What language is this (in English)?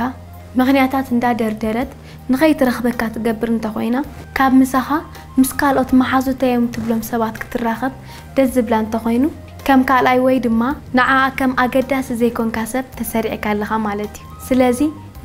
Tigrinya